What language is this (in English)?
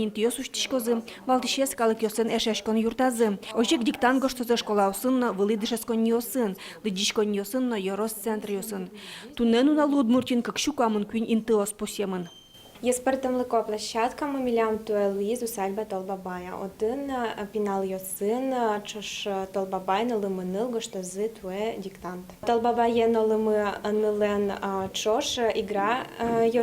Udmurt